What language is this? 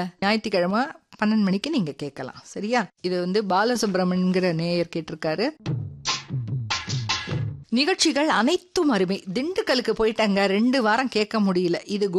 Tamil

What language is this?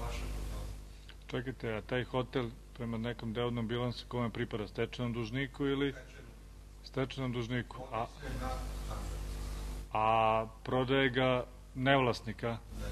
Serbian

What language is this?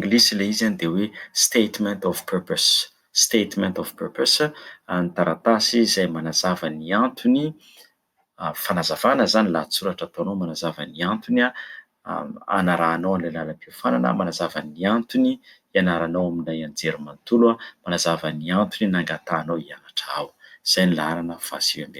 Malagasy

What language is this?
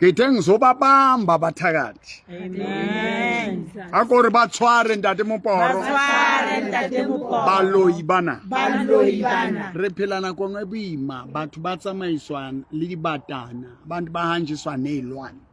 Southern Sotho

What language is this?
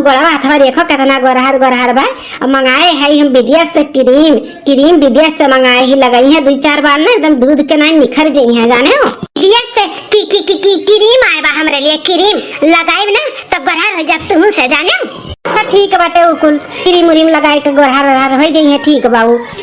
Awadhi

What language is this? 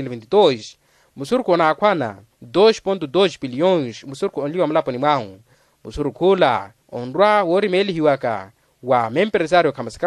Makhuwa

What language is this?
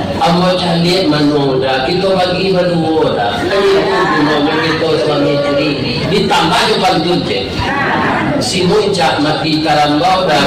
Minangkabau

